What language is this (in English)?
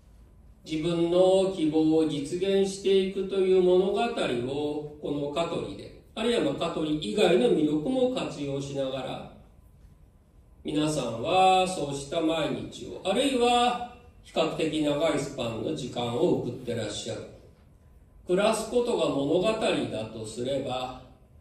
Japanese